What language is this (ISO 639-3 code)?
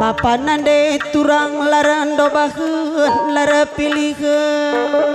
btx